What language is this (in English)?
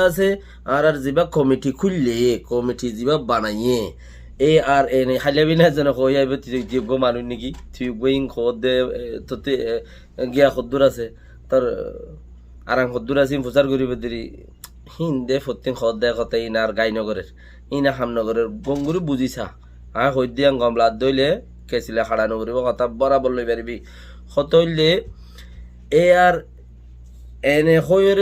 Rohingya